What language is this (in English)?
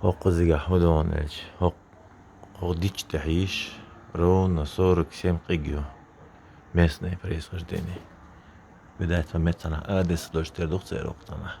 Chechen